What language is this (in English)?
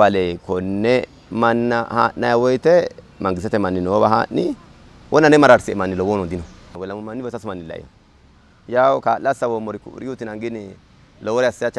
Sidamo